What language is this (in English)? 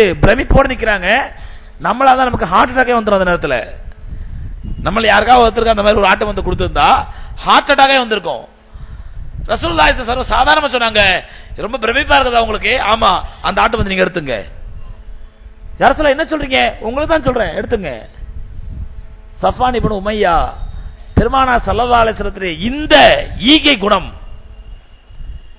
Tamil